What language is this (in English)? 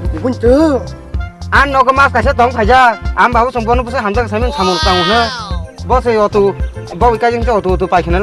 Kok Borok